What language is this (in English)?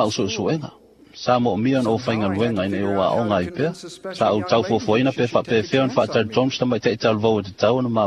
Samoan